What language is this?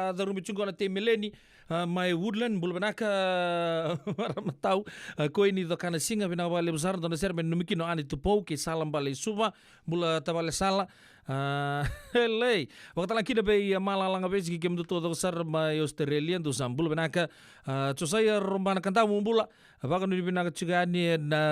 Fijian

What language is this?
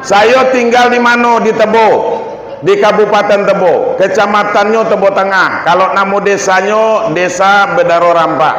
Minangkabau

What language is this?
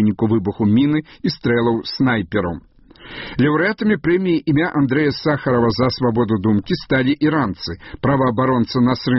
Belarusian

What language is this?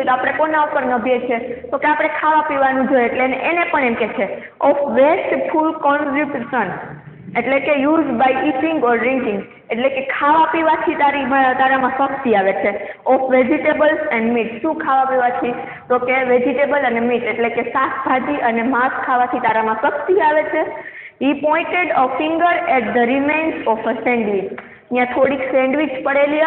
Gujarati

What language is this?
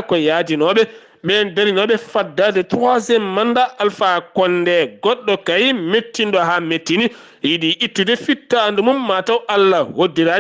Fula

